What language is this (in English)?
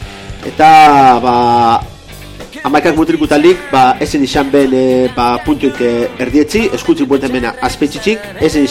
Basque